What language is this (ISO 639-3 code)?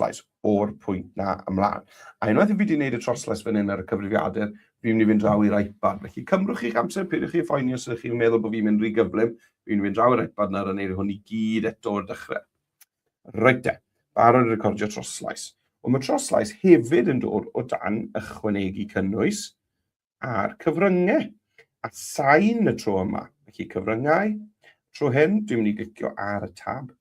cym